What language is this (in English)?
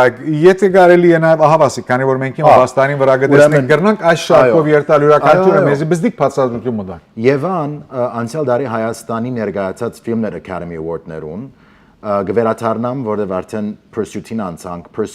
Western Armenian